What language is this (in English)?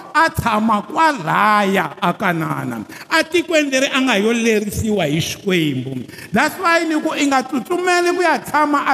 Tsonga